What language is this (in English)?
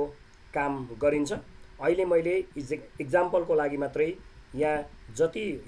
Nepali